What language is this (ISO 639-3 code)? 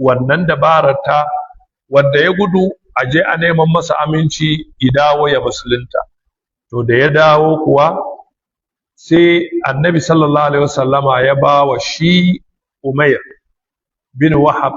hau